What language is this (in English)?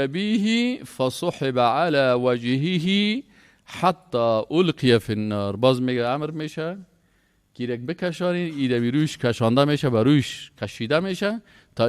Persian